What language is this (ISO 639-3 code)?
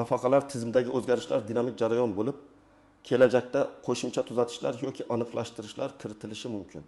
uzb